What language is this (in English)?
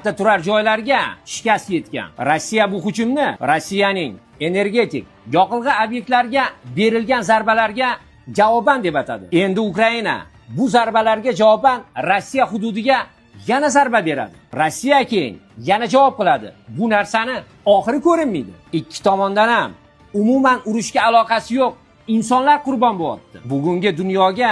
Uzbek